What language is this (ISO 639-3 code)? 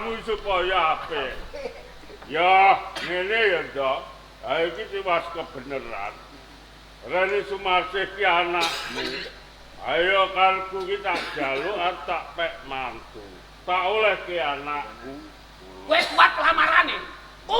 jav